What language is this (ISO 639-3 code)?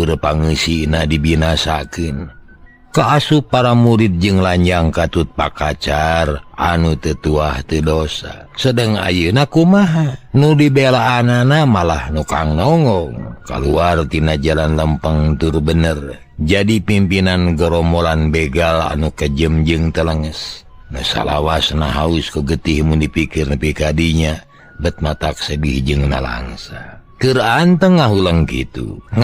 sun